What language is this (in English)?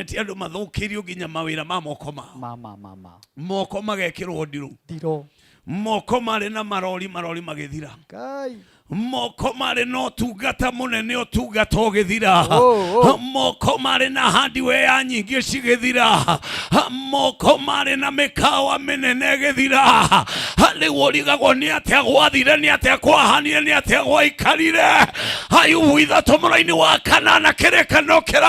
Kikuyu